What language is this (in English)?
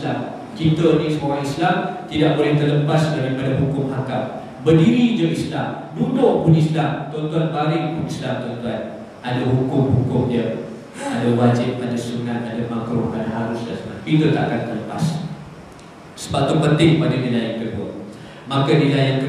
Malay